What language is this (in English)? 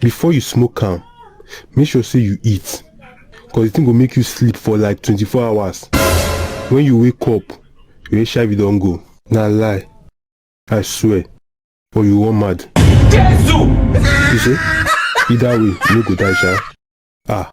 Nigerian Pidgin